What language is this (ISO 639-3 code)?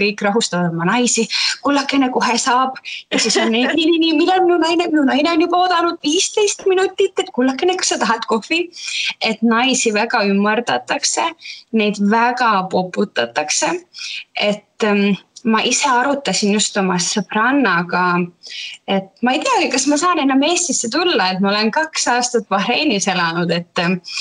est